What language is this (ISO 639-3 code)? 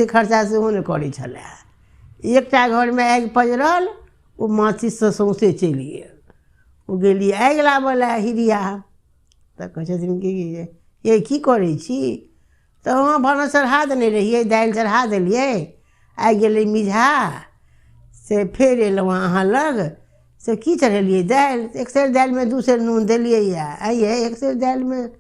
mai